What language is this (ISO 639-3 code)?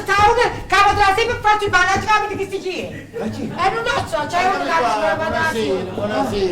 nap